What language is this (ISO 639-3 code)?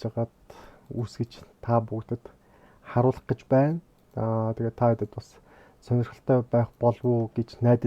mon